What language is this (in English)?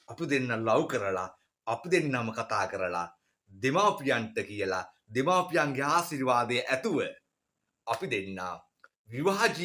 Sinhala